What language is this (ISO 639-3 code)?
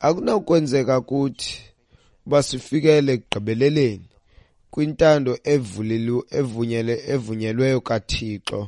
xho